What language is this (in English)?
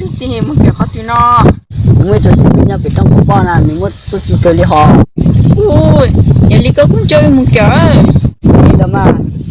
Hmong